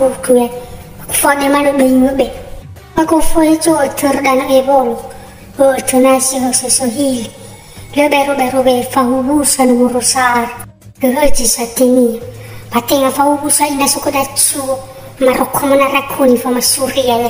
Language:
Nias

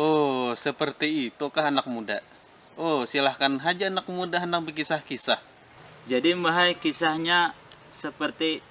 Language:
Banjar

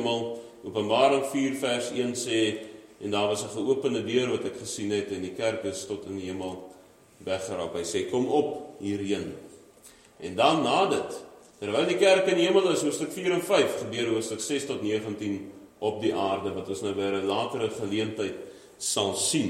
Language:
Afrikaans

